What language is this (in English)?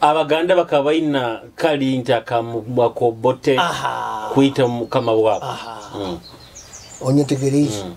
Nyoro